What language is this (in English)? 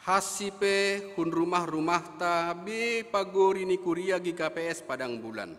Batak Simalungun